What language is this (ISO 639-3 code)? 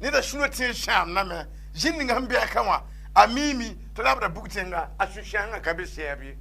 mos